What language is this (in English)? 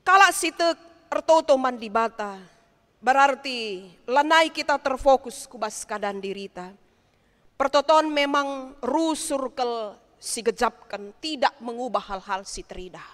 Batak Karo